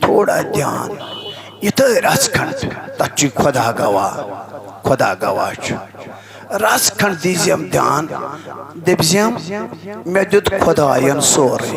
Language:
Kashmiri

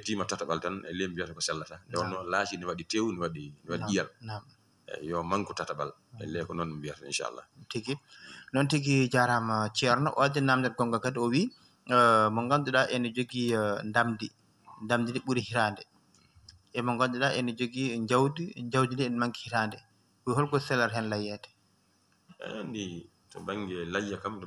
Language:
Fula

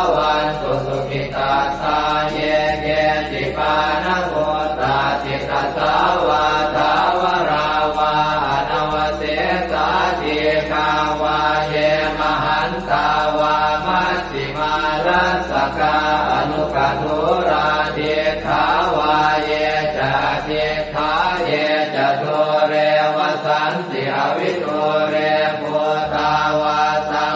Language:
Pali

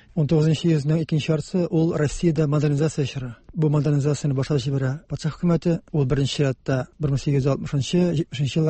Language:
Tatar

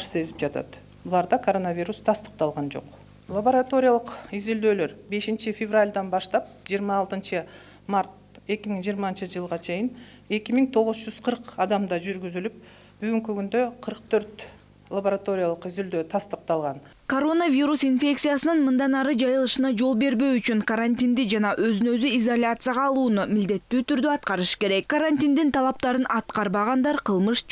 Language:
Kyrgyz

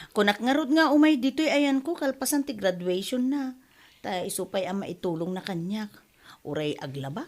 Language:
Iloko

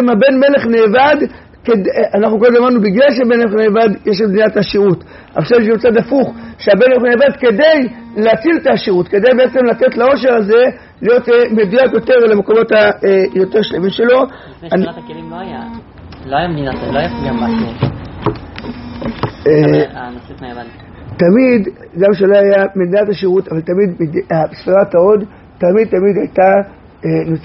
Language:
Hebrew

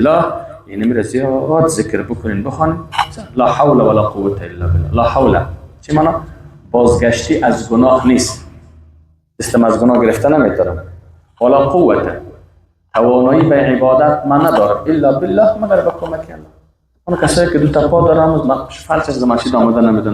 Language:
Persian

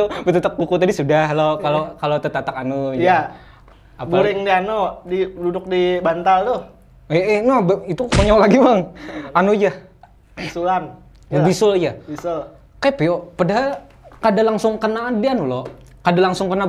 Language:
Banjar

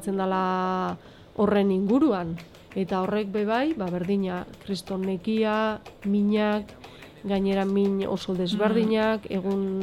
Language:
Basque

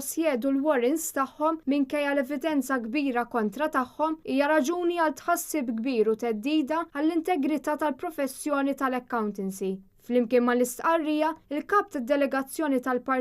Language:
Maltese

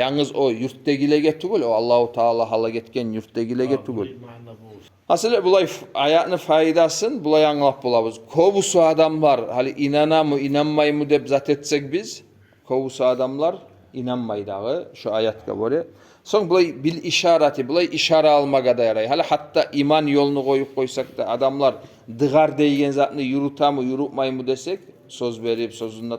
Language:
Kumyk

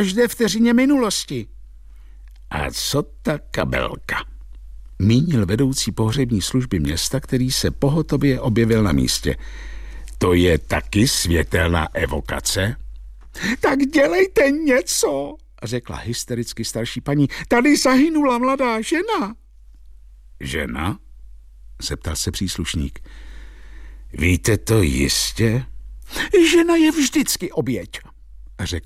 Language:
Czech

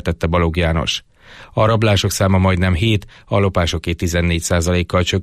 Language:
Hungarian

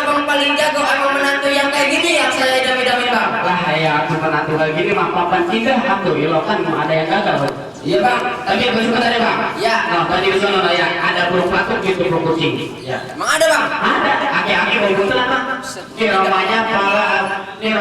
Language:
Betawi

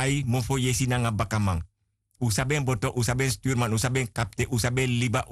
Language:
Sranan Tongo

